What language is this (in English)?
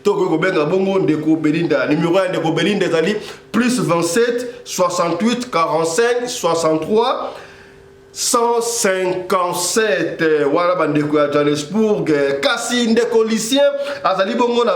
Lingala